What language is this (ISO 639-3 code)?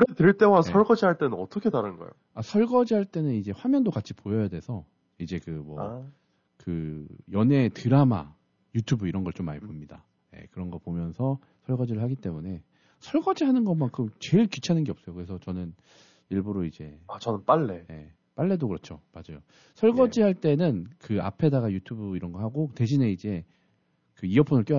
kor